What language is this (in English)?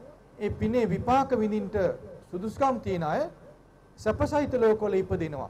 Sinhala